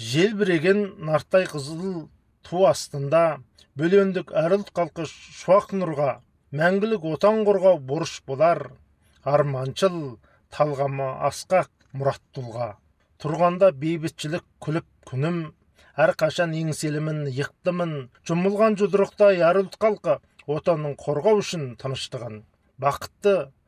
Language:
Kazakh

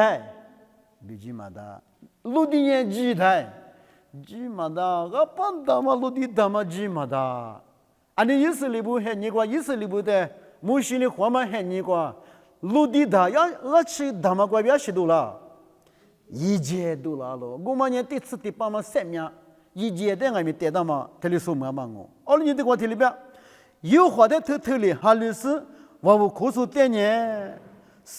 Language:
Lisu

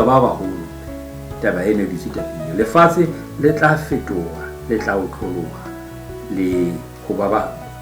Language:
Southern Sotho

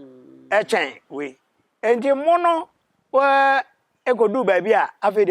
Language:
Akan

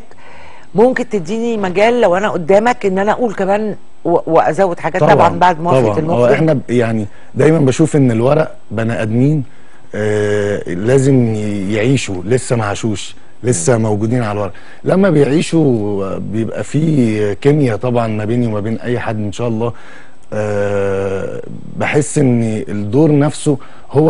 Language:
Egyptian Arabic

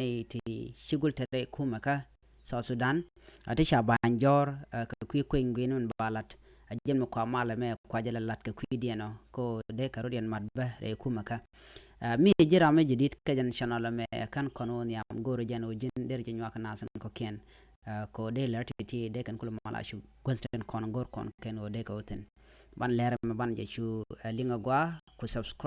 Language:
Nuer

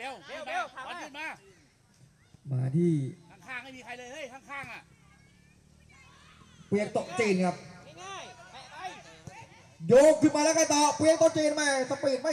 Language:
Thai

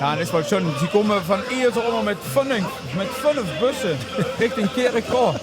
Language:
Limburgish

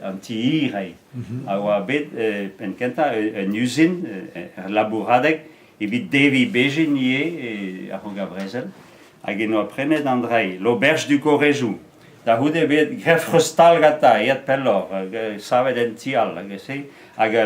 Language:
Breton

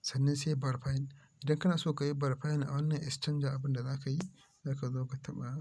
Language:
Hausa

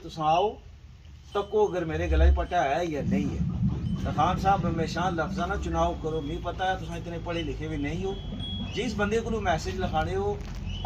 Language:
Pahari-Potwari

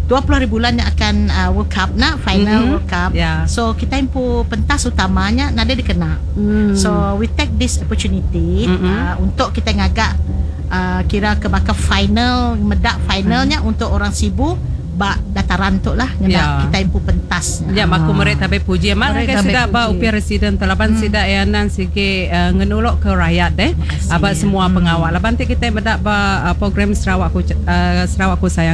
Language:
Iban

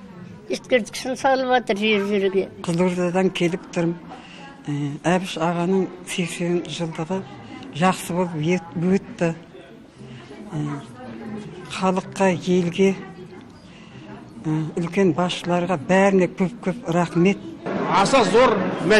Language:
Kazakh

